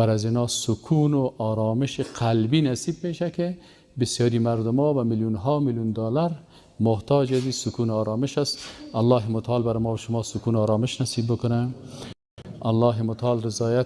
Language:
Persian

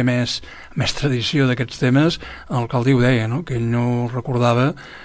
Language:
Catalan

